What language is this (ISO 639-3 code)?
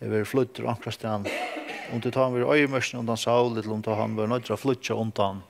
fao